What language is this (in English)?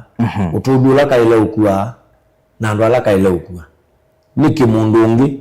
Kamba